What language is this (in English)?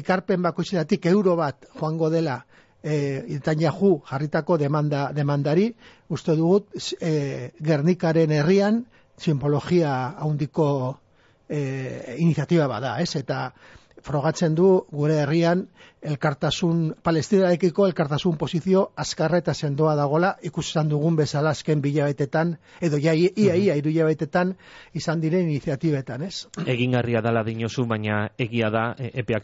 Basque